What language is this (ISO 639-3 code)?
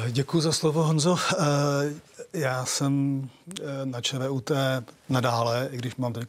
ces